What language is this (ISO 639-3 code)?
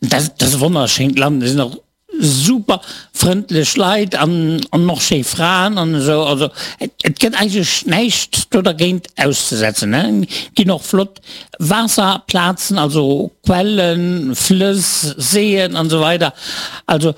ltz